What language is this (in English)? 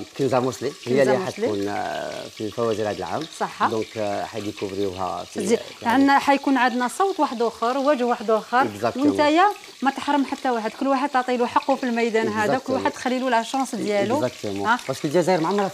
Algerian Arabic